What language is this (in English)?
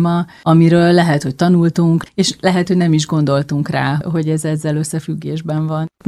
Hungarian